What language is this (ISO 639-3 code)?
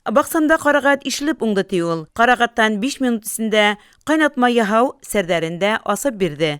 bak